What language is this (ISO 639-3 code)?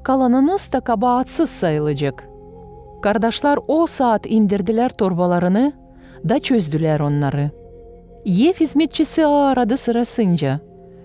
gag